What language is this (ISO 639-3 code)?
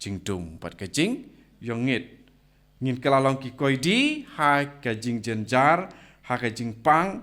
kha